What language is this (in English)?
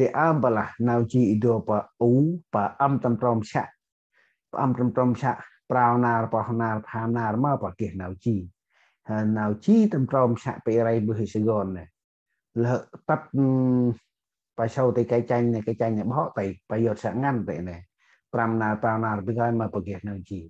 Central Mnong